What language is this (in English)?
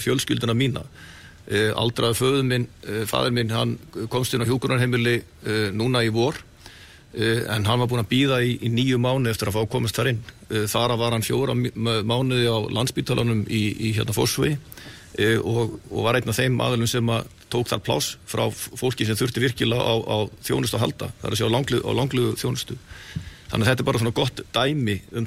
Icelandic